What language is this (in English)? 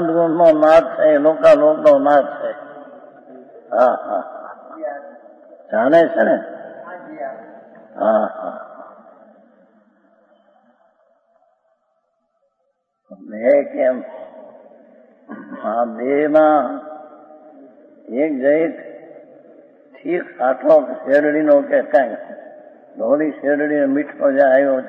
Gujarati